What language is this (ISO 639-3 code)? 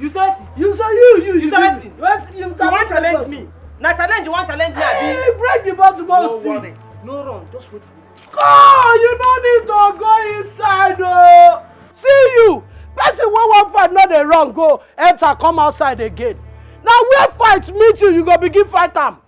pcm